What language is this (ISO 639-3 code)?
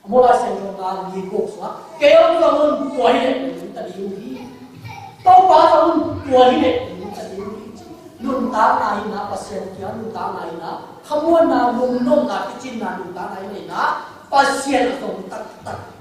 ctd